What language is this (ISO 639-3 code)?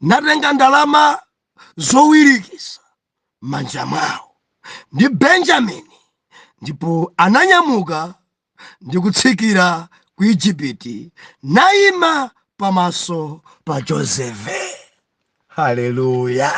nya